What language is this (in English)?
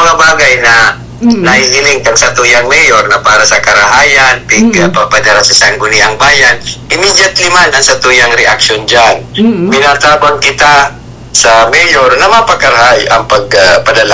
Bikol